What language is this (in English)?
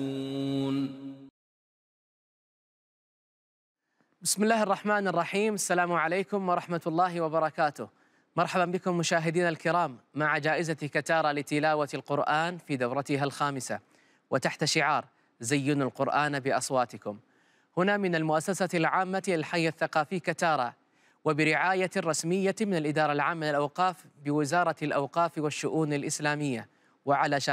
Arabic